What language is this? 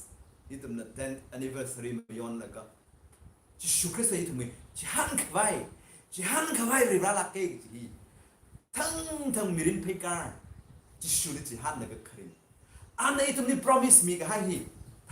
Tangkhul Naga (India)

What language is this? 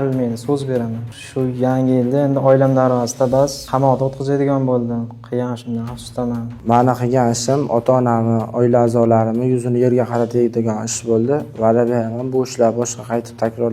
Uzbek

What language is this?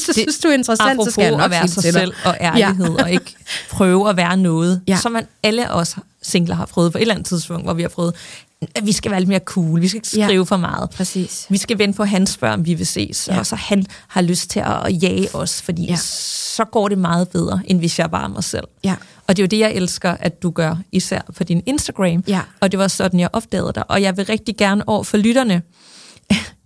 Danish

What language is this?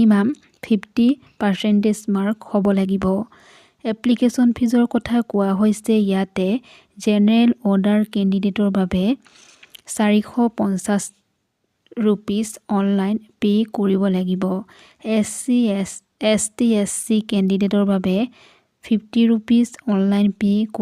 Assamese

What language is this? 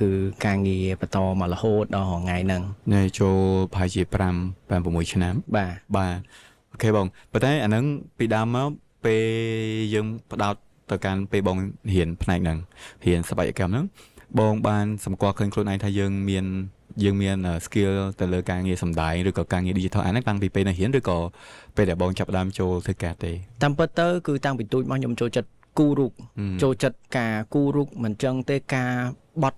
Khmer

